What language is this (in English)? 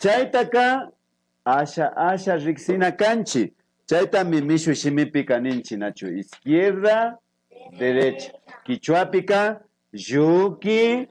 Imbabura Highland Quichua